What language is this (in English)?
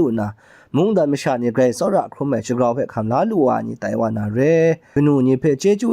Kachin